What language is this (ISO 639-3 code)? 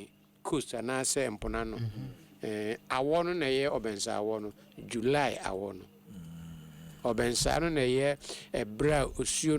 aka